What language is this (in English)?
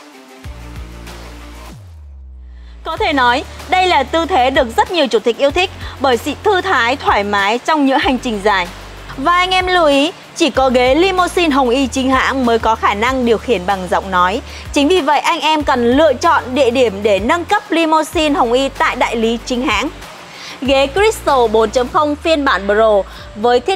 Vietnamese